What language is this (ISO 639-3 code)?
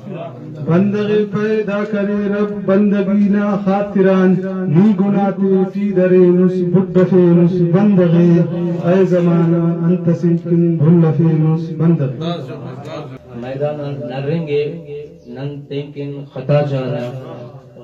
brh